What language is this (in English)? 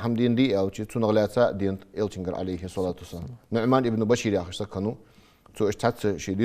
Ingush